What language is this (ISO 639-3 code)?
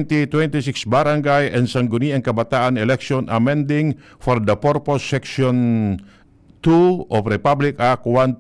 bik